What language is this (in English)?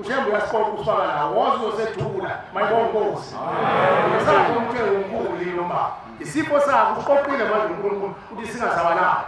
Zulu